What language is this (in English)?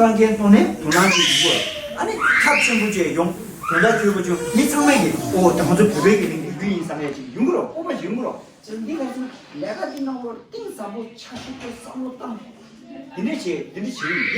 Tibetan